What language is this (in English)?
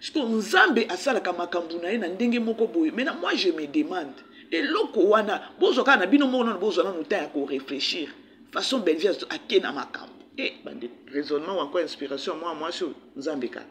Lingala